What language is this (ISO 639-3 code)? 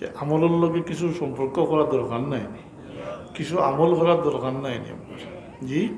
syl